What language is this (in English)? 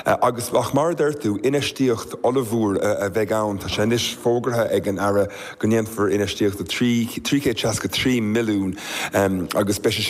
Irish